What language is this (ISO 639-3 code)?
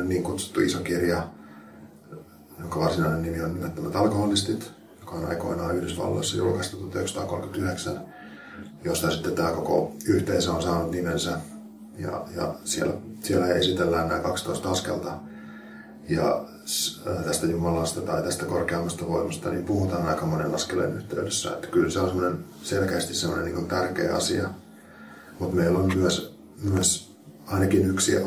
fin